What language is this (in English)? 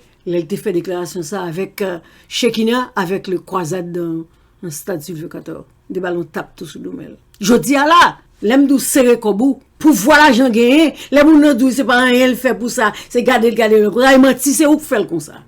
Haitian Creole